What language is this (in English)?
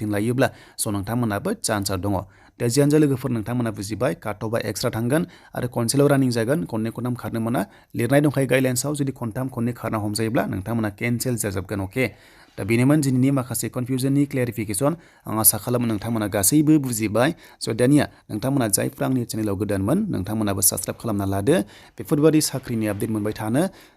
Bodo